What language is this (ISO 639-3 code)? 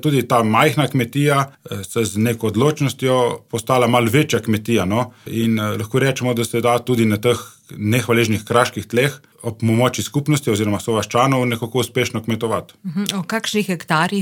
slv